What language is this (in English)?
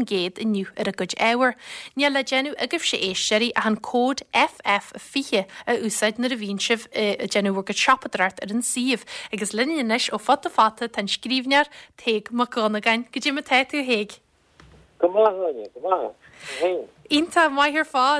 Irish